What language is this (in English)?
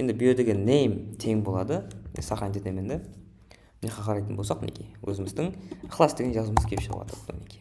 Kara-Kalpak